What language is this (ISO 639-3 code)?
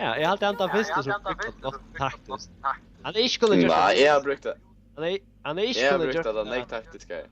fao